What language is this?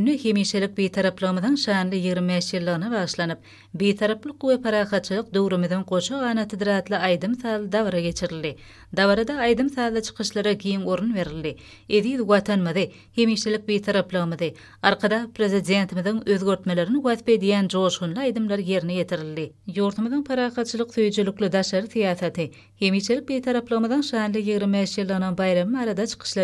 Turkmen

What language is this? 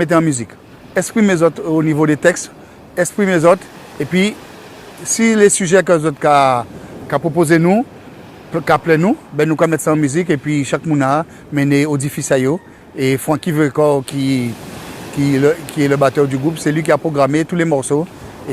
Guadeloupean Creole French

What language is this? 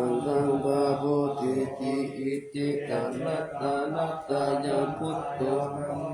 Pali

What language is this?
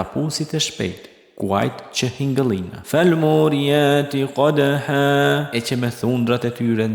Albanian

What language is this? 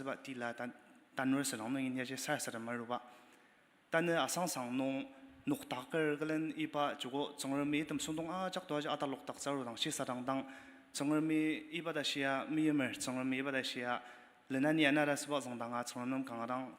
Ao Naga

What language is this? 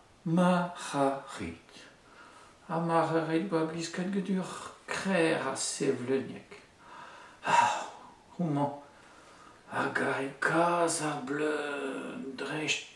Breton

